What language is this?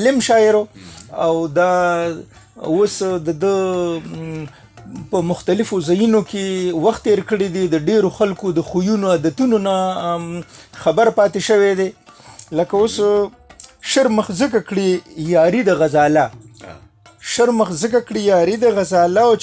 Pashto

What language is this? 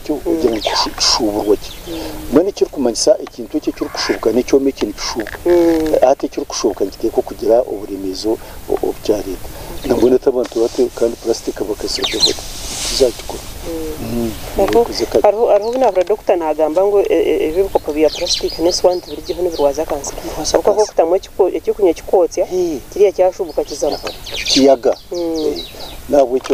Nyankole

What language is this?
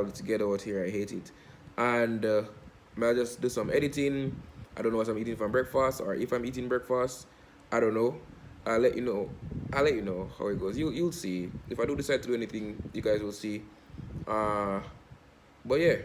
Jamaican Creole English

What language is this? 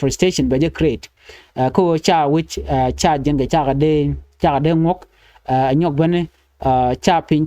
Nuer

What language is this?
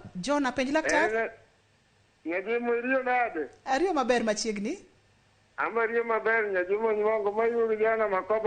Luo (Kenya and Tanzania)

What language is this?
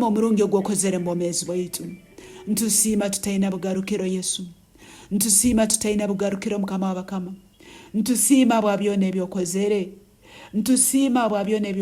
Nyankole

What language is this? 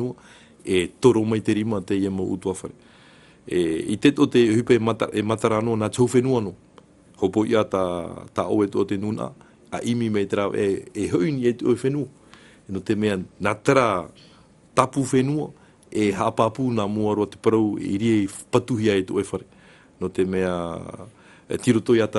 Tahitian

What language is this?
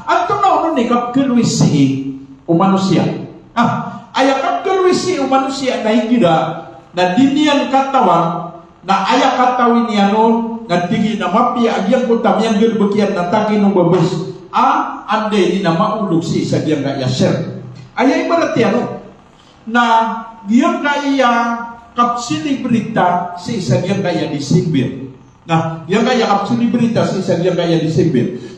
Maranao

